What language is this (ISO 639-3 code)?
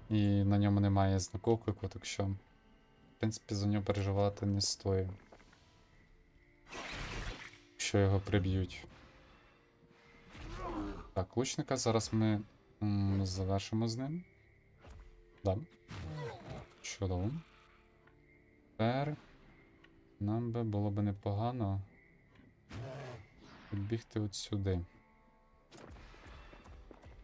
ukr